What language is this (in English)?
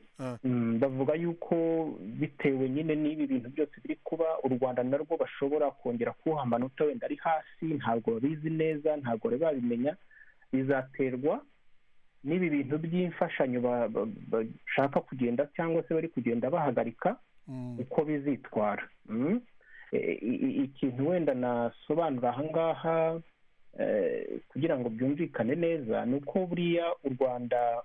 Kinyarwanda